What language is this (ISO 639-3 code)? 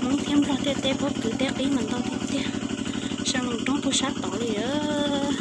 hmn